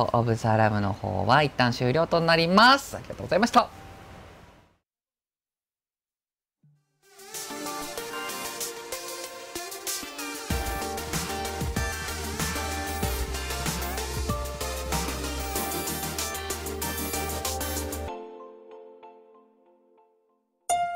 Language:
Japanese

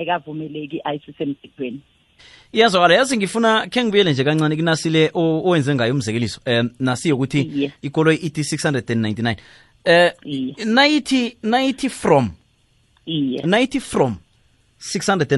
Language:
South Ndebele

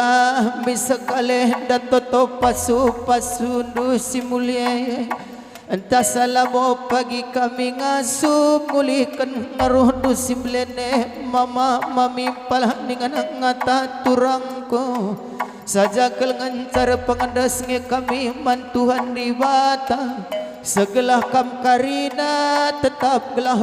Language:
Batak Karo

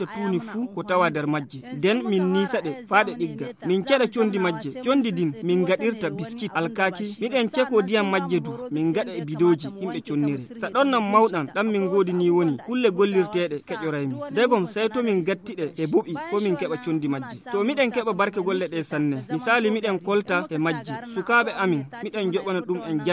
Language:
Fula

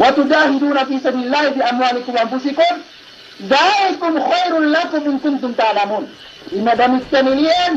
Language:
Yakan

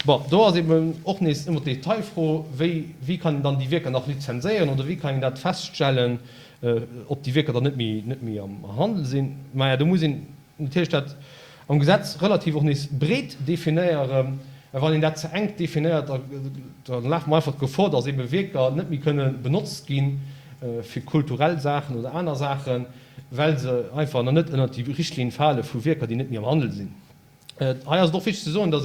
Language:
Luxembourgish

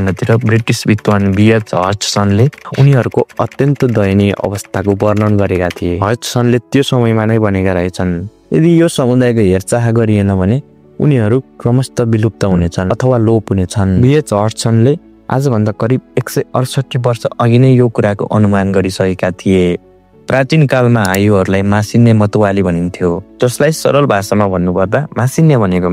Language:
Nepali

